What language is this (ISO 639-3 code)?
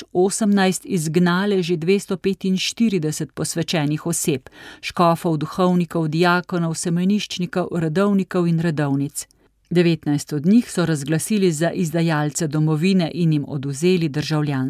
slv